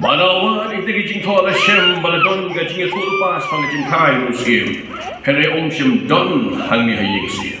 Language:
Khasi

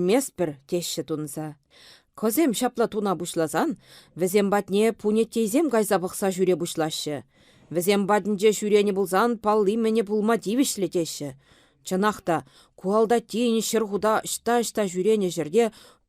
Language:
Chuvash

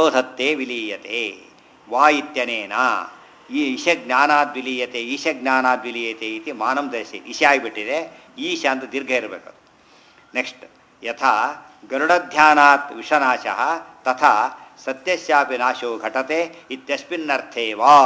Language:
Kannada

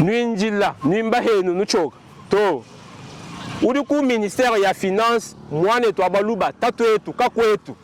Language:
Luba-Lulua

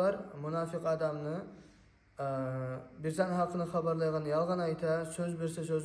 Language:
Kumyk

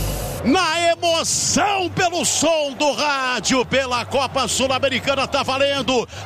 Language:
Portuguese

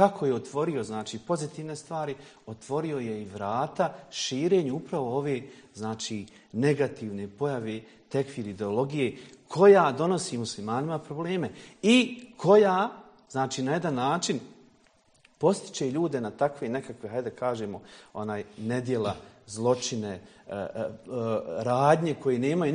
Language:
Bosnian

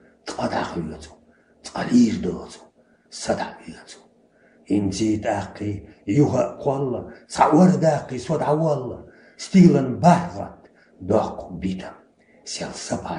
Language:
Chechen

